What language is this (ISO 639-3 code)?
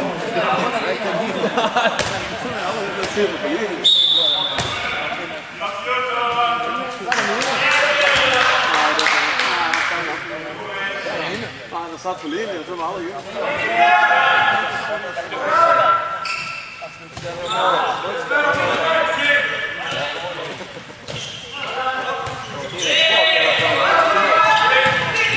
swe